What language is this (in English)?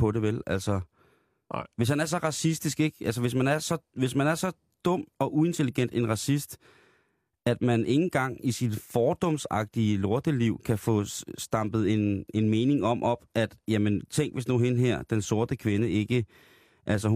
Danish